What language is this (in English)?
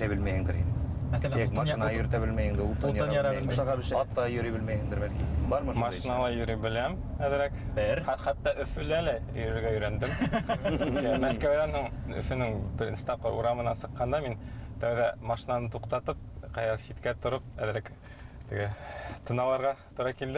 Bashkir